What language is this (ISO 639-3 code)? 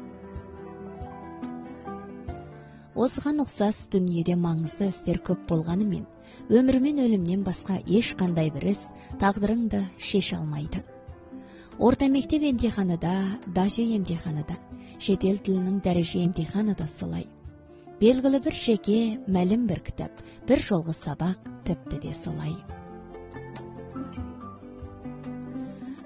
kaz